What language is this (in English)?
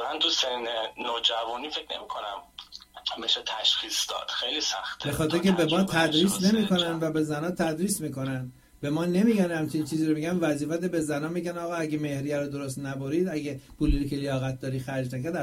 Persian